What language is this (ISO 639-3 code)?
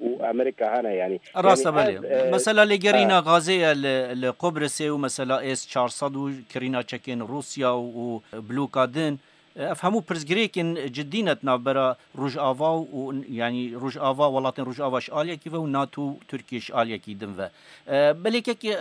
kur